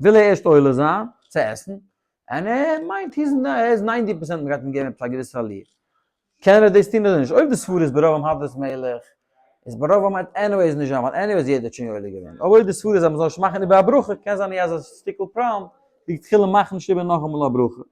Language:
Yiddish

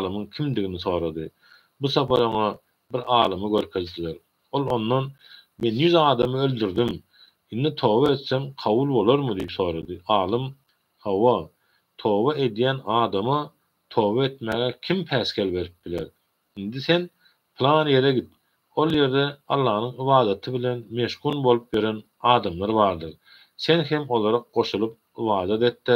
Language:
Turkmen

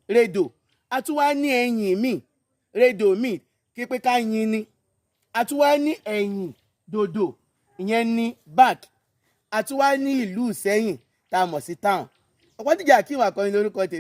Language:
Yoruba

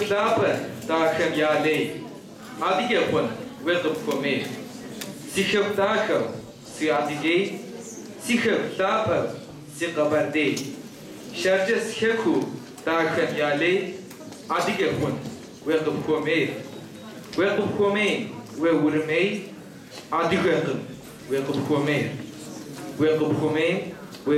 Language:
Kabardian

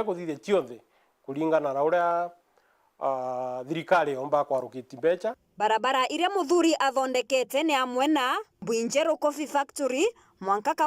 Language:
Meru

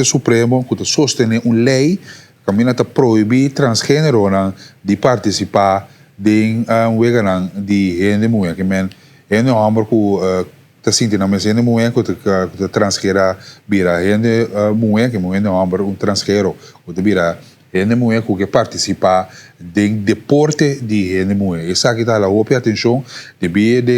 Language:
Papiamento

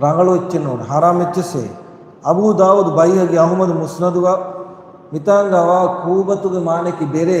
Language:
Divehi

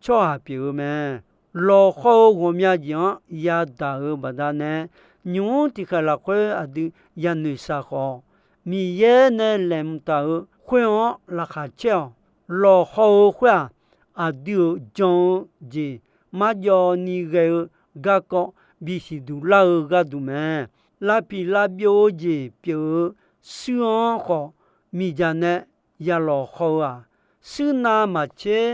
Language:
Akha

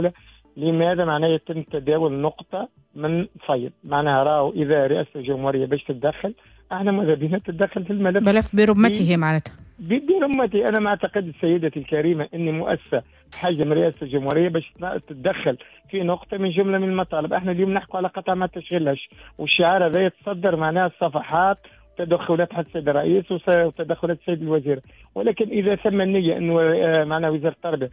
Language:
Tunisian Arabic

